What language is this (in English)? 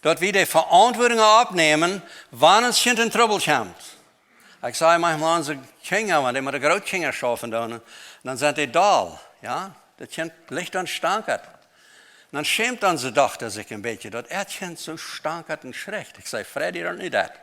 Plautdietsch